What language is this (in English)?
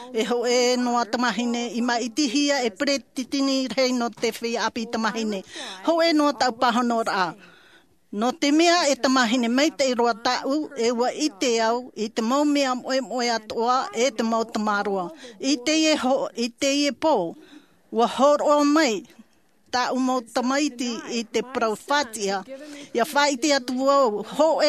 Tahitian